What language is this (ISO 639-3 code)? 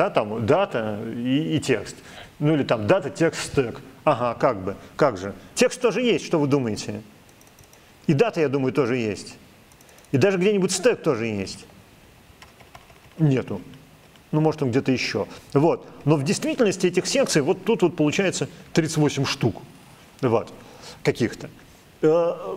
rus